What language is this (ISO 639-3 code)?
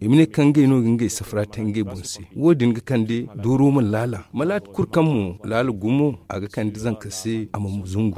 dje